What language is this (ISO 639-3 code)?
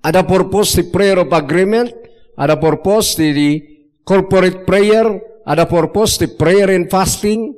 ilo